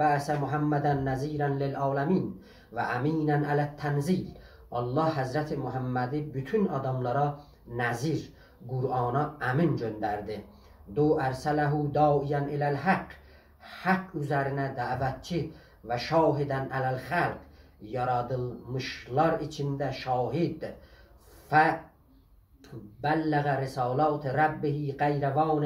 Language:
South Azerbaijani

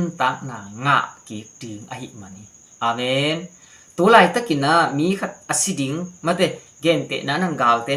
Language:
Tedim Chin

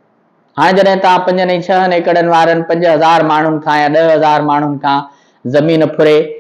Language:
Sindhi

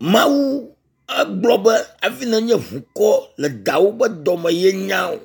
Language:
Ewe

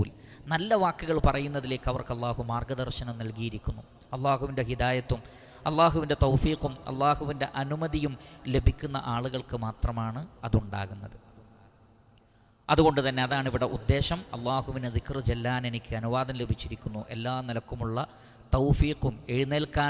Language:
Malayalam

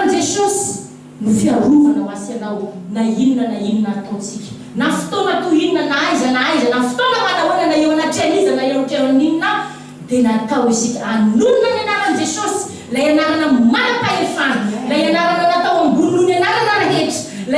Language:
Malagasy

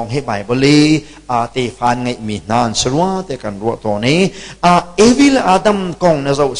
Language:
Hakha Chin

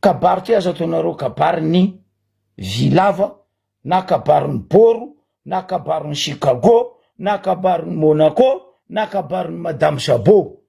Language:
Malagasy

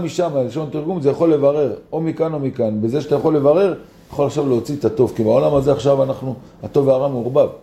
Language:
Hebrew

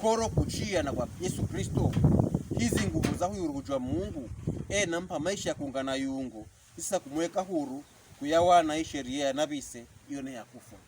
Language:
Pokomo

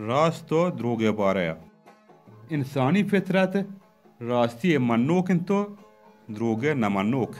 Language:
Baluchi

